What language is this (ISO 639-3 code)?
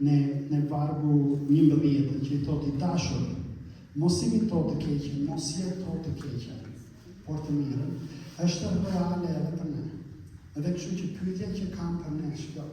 sqi